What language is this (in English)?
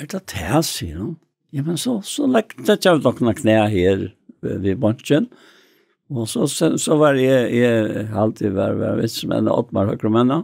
Faroese